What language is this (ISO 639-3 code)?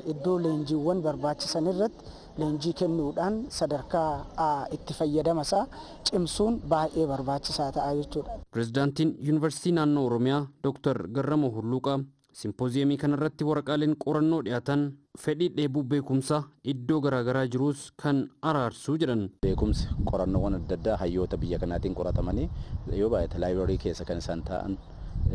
orm